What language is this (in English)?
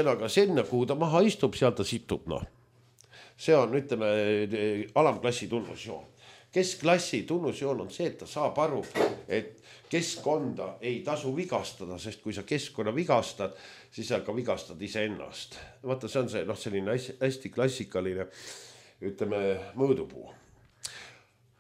Estonian